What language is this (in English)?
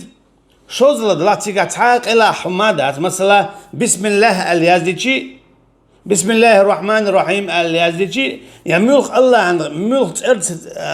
Chechen